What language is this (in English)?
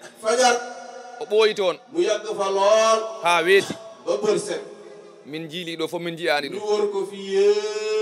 Fula